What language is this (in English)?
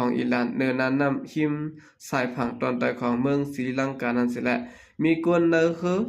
Shan